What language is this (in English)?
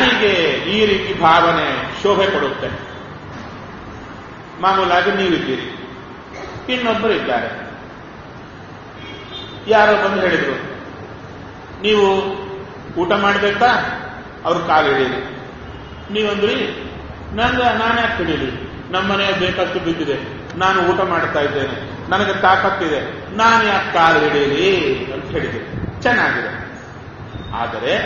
Kannada